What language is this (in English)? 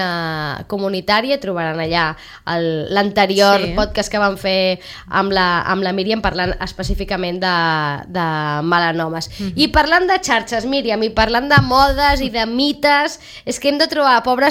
Catalan